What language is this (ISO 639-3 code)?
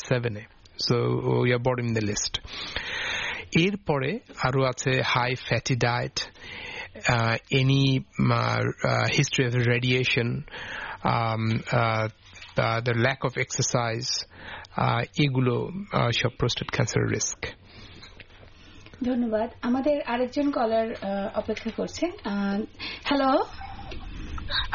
ben